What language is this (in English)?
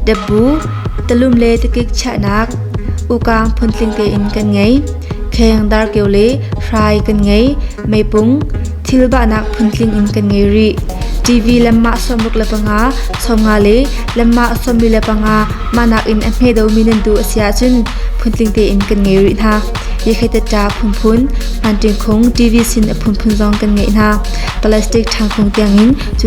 Hakha Chin